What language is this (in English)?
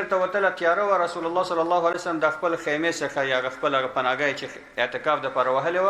Pashto